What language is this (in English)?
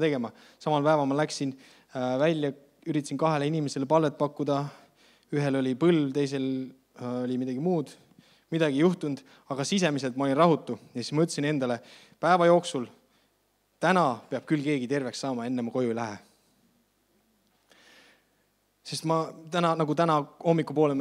Estonian